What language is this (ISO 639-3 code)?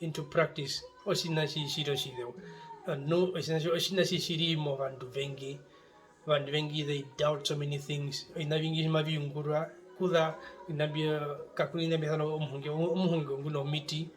her